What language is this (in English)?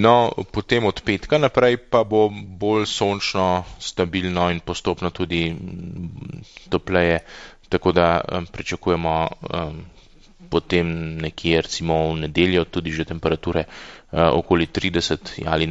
Slovenian